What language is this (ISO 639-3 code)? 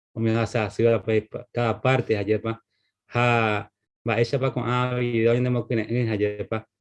grn